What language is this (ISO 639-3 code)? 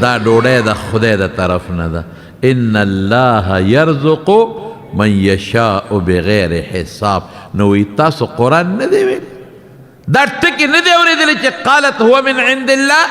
pus